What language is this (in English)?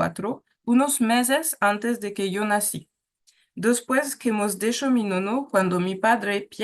Ladino